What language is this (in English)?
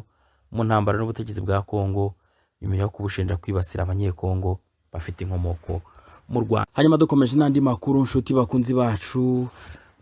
Kinyarwanda